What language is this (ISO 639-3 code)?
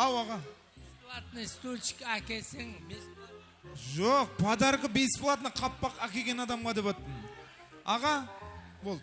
kaa